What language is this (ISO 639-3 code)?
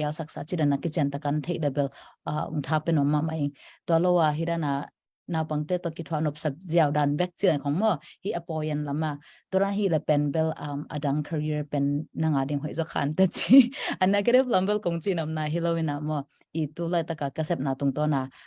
ctd